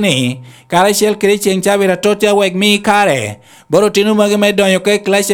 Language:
Lango (Uganda)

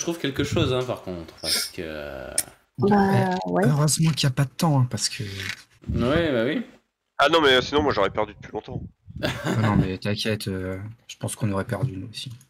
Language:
French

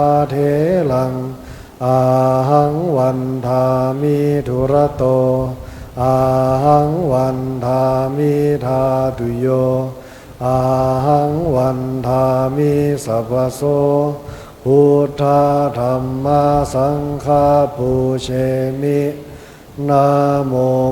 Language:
Pali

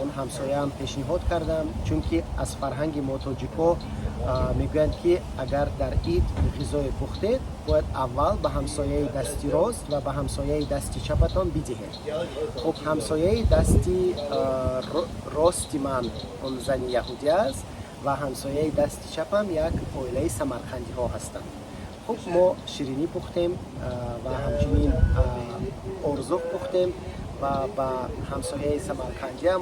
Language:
Tajik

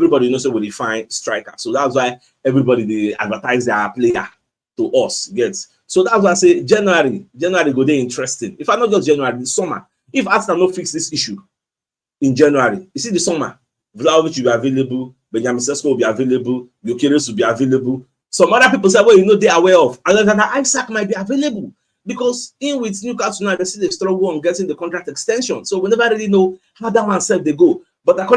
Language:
Nigerian Pidgin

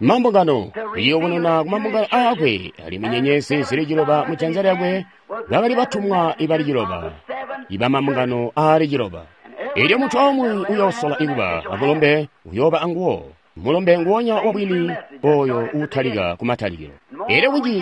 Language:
Tonga (Zambia)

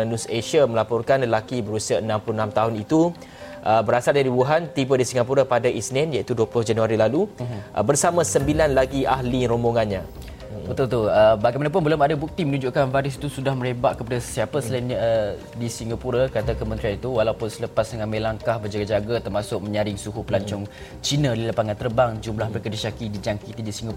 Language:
Malay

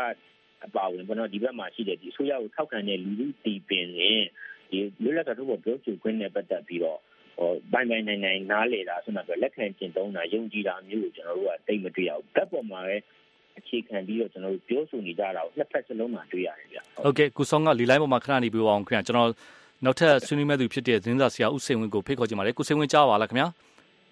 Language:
Burmese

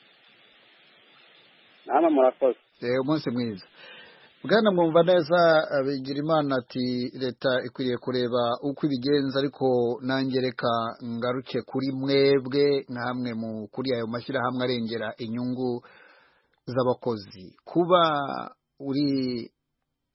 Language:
Kinyarwanda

